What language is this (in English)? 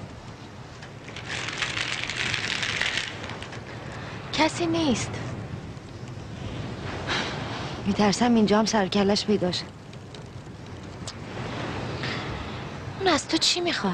Persian